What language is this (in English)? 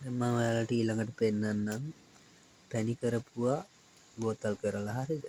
Sinhala